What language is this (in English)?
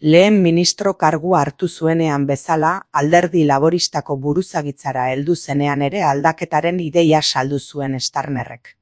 Basque